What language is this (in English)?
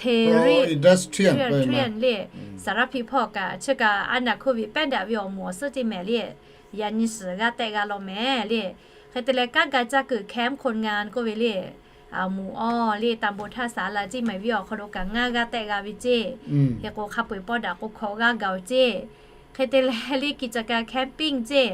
Lahu